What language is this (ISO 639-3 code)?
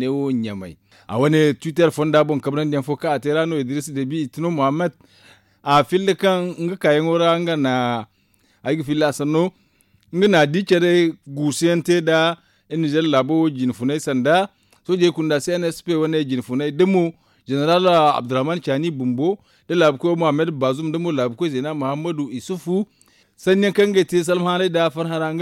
dje